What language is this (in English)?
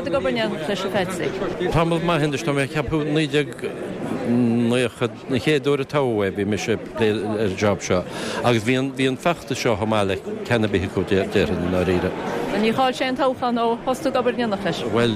Irish